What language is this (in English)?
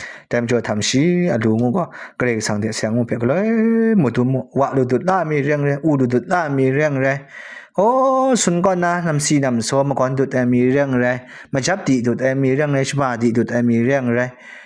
Kachin